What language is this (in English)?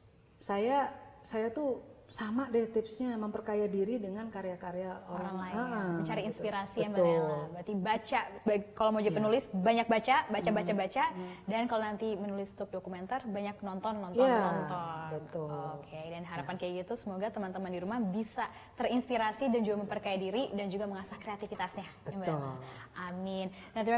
Indonesian